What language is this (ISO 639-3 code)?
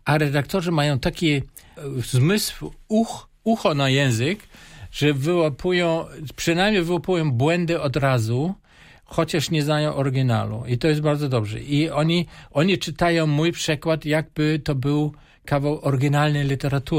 pol